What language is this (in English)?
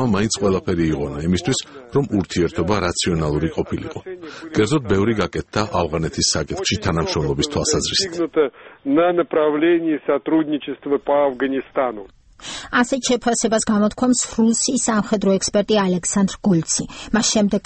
Georgian